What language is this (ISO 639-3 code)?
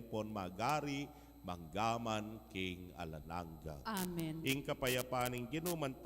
pam